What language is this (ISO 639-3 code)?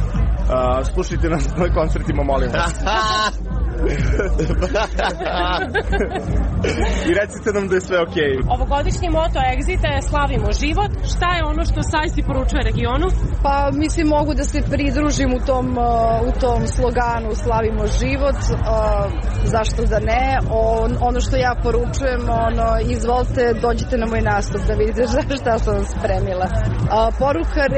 srp